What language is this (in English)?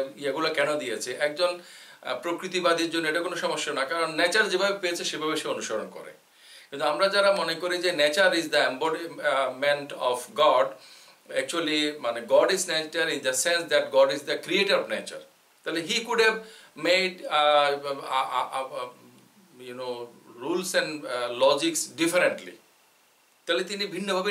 Bangla